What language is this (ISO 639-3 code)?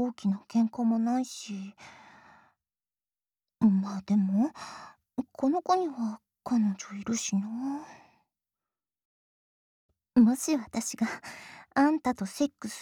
jpn